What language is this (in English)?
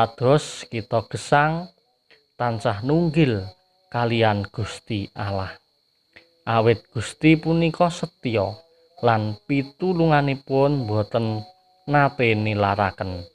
Javanese